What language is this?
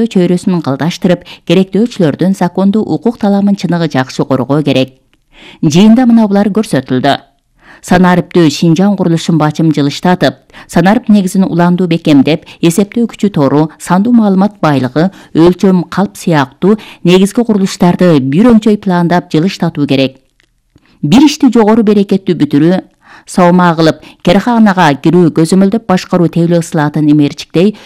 Kyrgyz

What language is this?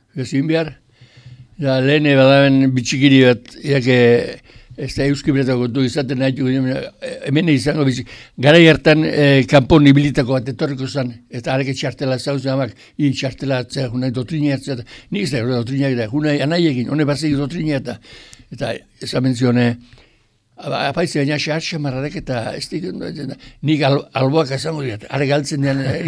Basque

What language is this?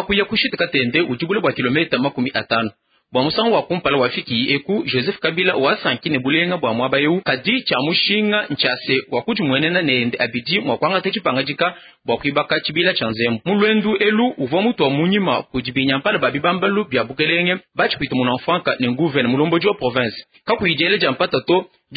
Luba-Lulua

